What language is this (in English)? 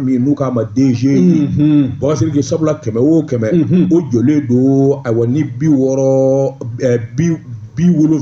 Bambara